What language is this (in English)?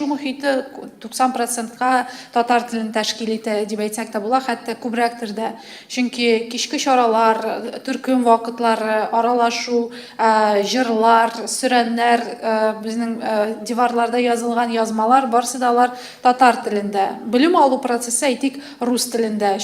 Tatar